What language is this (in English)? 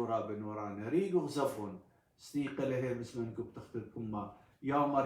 Assyrian Neo-Aramaic